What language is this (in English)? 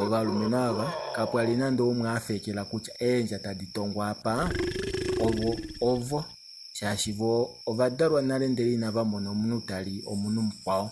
Kuanyama